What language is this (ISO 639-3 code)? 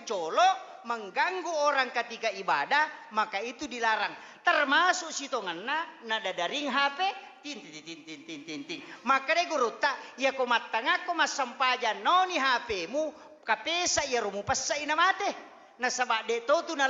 bug